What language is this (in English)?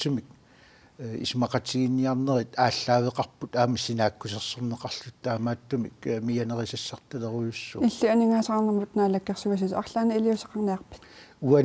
Kalaallisut